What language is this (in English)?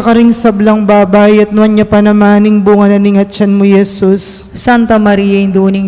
Pampanga